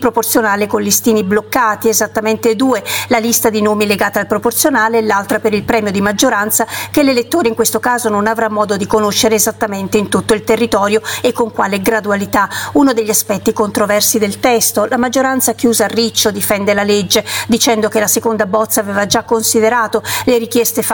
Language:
Italian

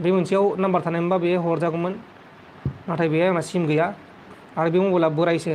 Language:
Bodo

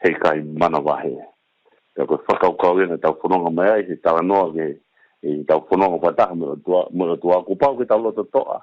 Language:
Tongan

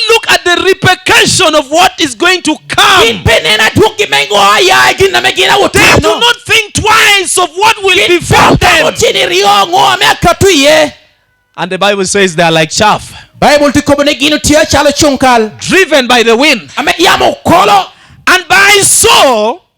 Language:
Lango (Uganda)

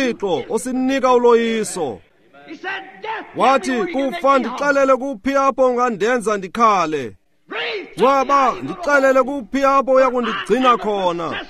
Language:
Xhosa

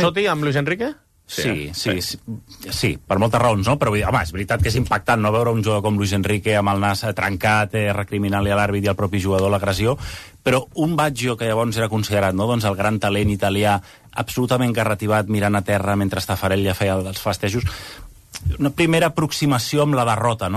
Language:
Catalan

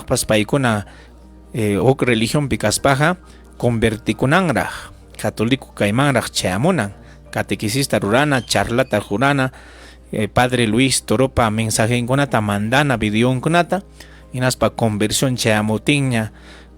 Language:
Ayacucho Quechua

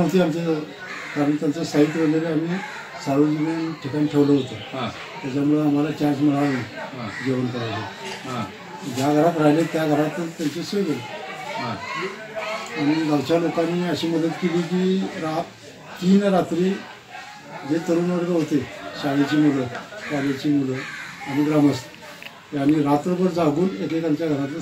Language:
Marathi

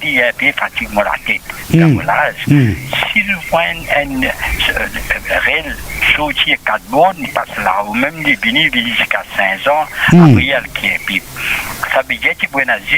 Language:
Morisyen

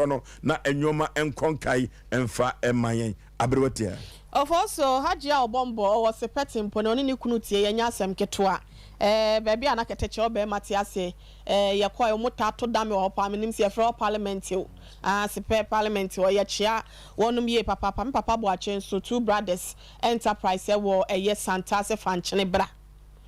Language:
Akan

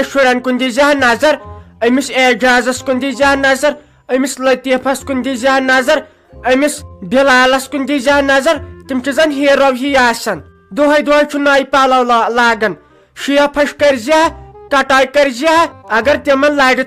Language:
Kashmiri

